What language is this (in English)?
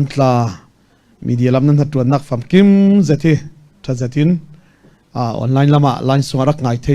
Falam Chin